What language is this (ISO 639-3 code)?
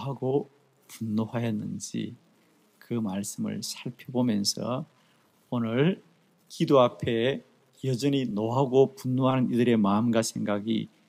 kor